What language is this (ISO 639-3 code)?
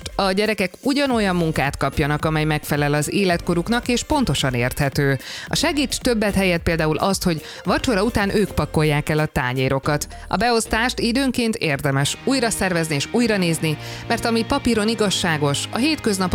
hun